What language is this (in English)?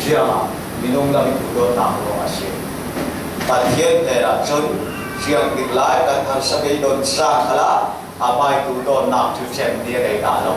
Falam Chin